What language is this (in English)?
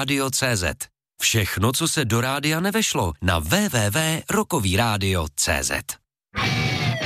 Czech